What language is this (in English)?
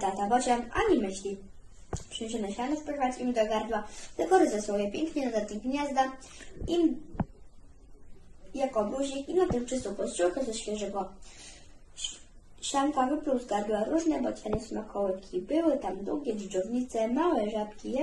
Polish